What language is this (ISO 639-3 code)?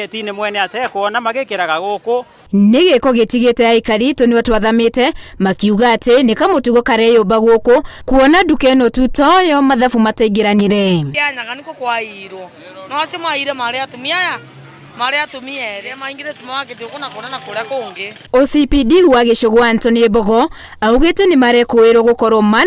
kik